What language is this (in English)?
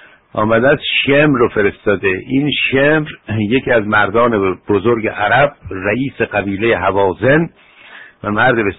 Persian